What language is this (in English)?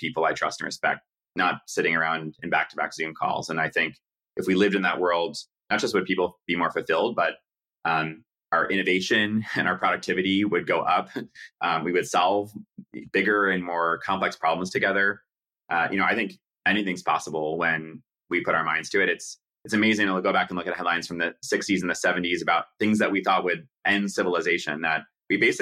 English